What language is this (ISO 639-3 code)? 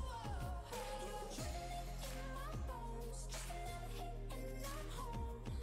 fin